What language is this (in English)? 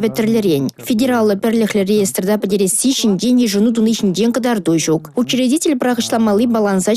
Chuvash